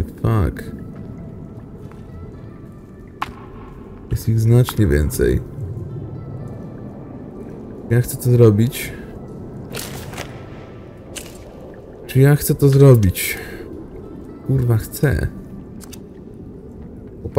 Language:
Polish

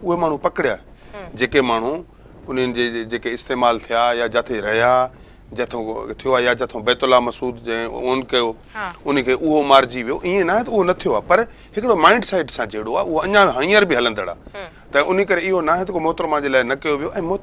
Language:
Sindhi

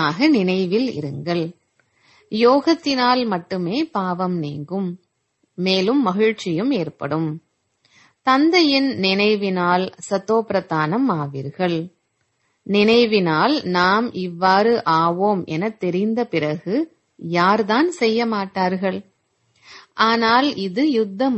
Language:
Tamil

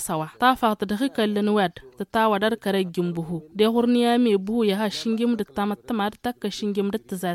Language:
Tamasheq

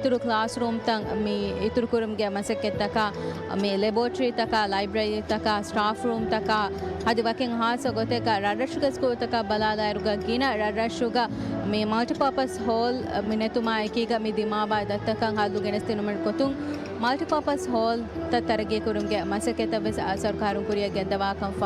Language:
Divehi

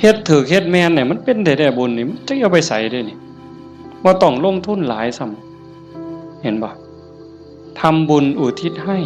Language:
Northeastern Thai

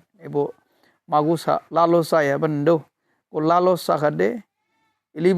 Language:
Dimasa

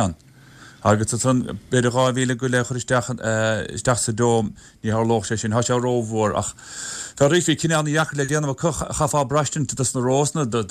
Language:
Irish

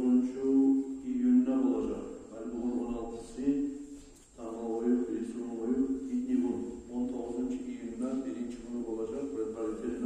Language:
Kumyk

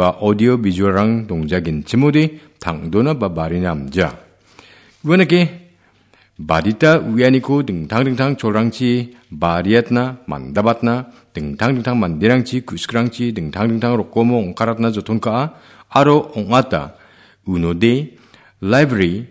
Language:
Garo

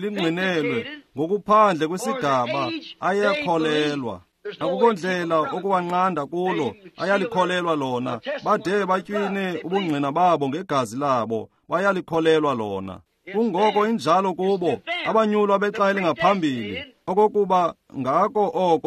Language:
Xhosa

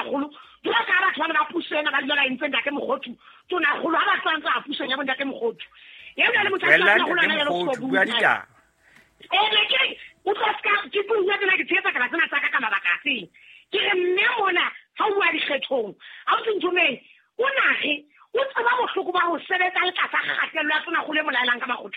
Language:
Southern Sotho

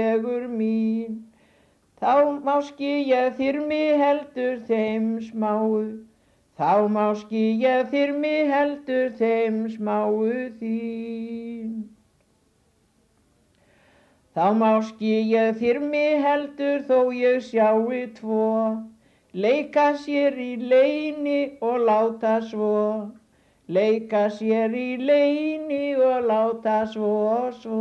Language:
Icelandic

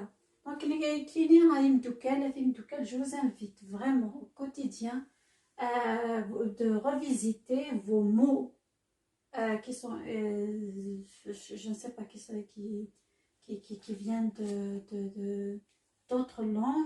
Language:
Kabyle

